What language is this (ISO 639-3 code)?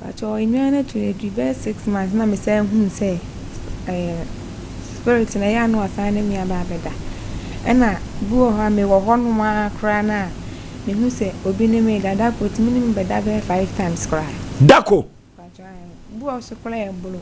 aka